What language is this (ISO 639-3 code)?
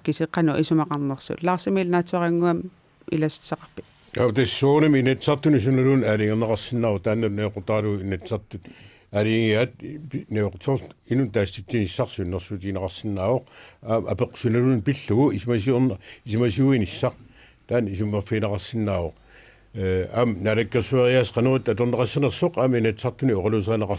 kal